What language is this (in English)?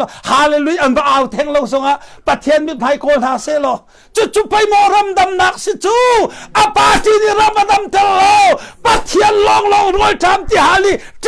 Hakha Chin